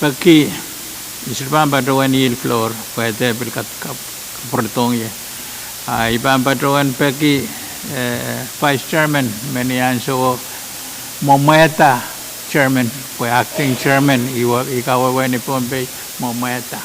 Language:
Pohnpeian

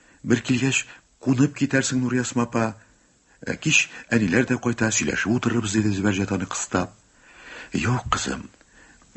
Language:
Tatar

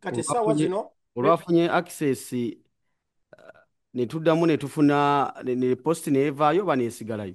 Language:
Ganda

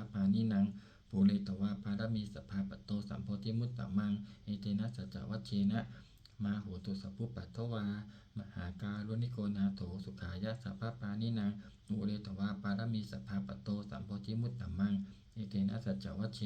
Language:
Pali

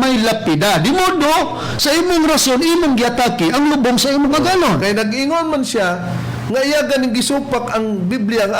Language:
Cebuano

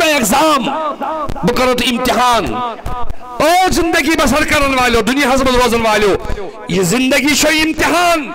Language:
Kashmiri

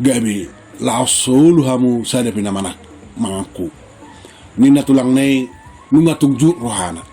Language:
Batak Toba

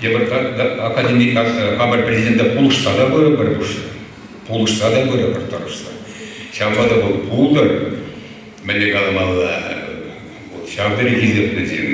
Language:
Chuvash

